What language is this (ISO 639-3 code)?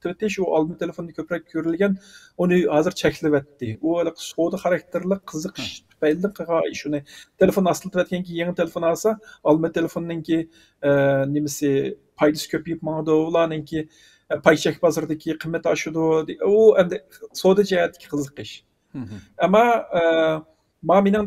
uig